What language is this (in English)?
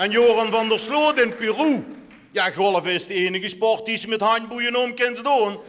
Limburgish